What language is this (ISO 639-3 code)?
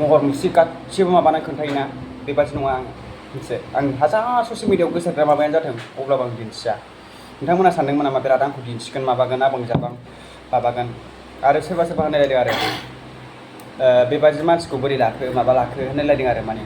brx